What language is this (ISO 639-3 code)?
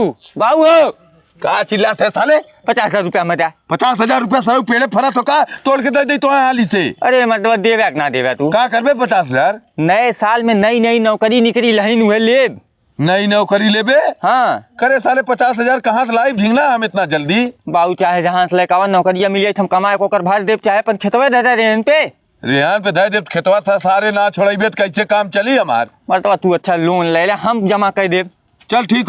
bho